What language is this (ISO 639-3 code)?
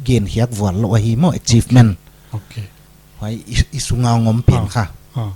pck